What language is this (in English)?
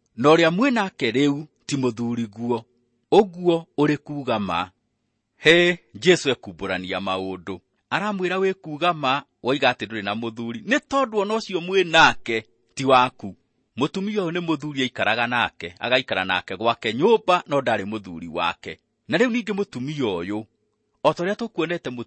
Kikuyu